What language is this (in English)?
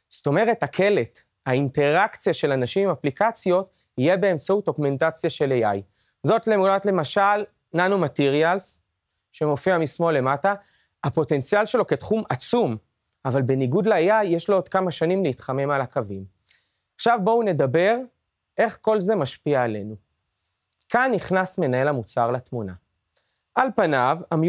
Hebrew